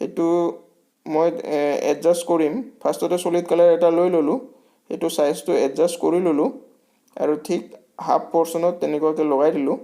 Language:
Assamese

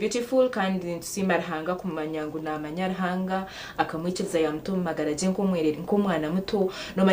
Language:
Nyankole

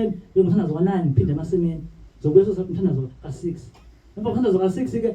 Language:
Zulu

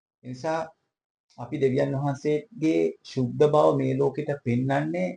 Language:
Sinhala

